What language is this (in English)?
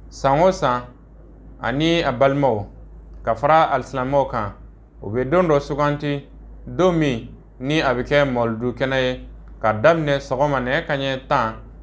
Bambara